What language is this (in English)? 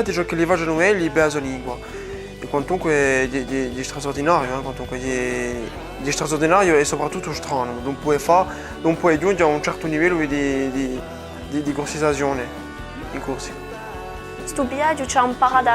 Corsican